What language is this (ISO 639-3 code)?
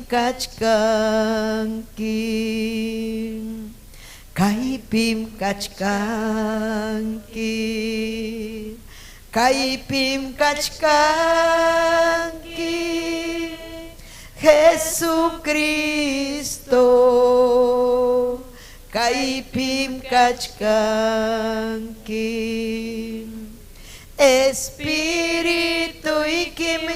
quy